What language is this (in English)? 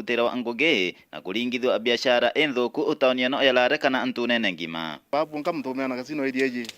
Meru